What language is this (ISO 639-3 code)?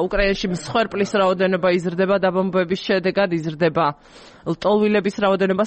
kat